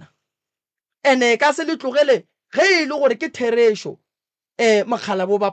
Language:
Northern Sotho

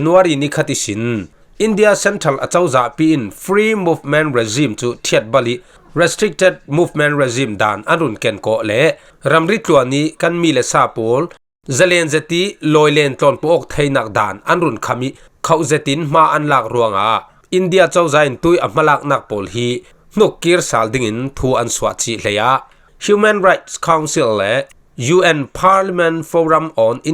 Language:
Falam Chin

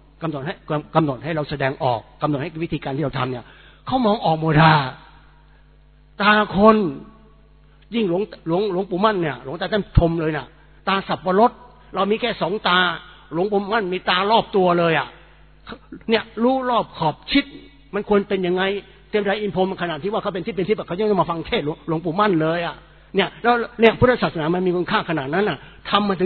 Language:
Thai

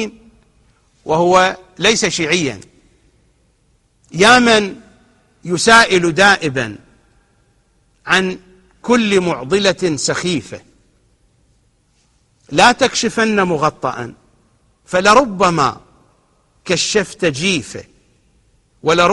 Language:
Arabic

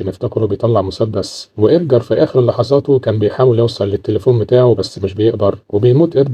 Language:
Egyptian Arabic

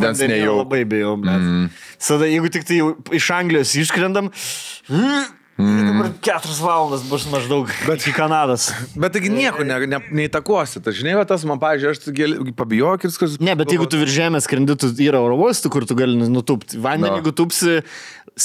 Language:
Lithuanian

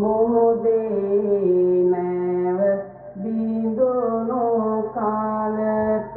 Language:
Sinhala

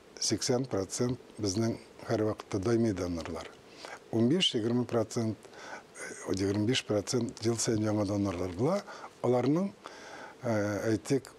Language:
Tatar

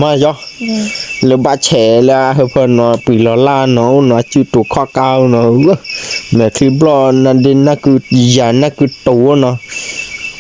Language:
S'gaw Karen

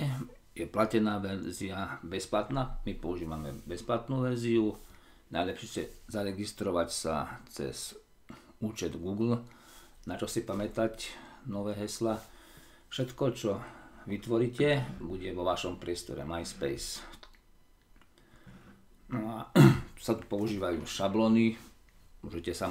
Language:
Slovak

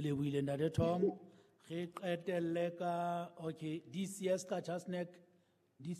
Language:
Southern Sotho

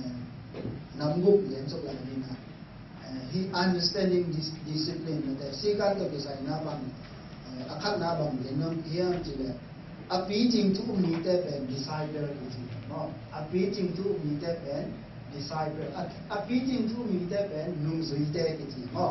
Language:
Tedim Chin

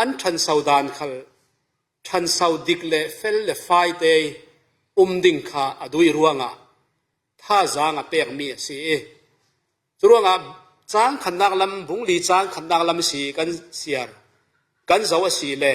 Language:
Falam Chin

